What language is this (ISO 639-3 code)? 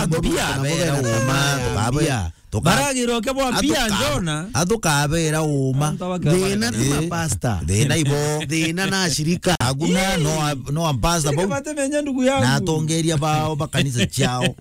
mer